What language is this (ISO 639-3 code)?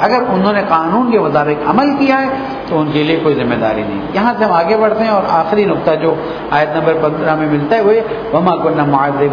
urd